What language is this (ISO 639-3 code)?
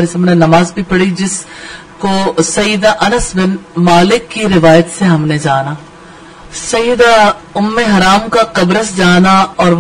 urd